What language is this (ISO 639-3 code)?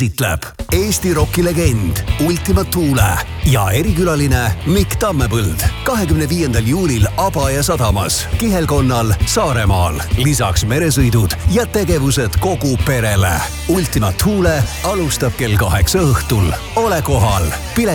est